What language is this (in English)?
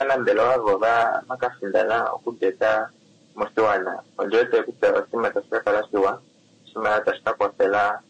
Kuanyama